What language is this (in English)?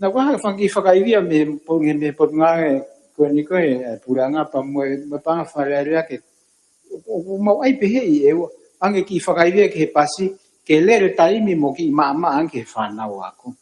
Tongan